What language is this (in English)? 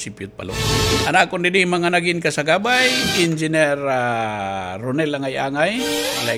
Waray